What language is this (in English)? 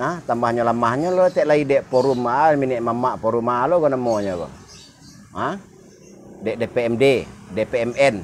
Minangkabau